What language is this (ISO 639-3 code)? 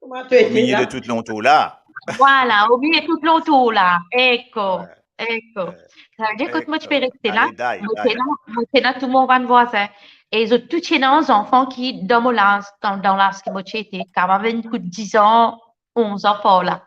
mfe